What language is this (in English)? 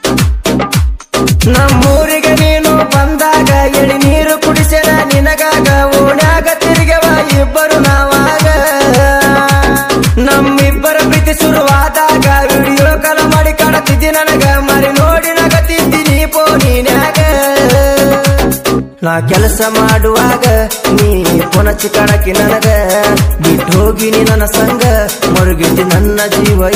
Kannada